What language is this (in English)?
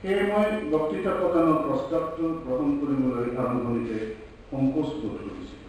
Assamese